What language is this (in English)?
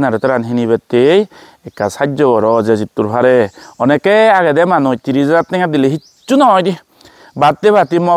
Chakma